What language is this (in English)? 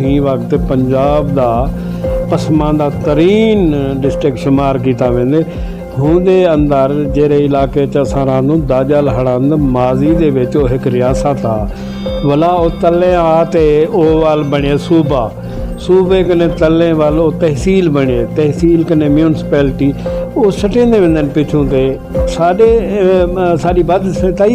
Saraiki